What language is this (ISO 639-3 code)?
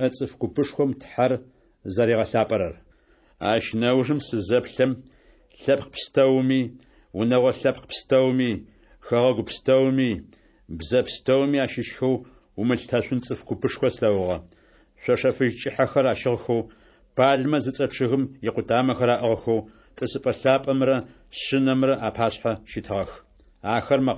ady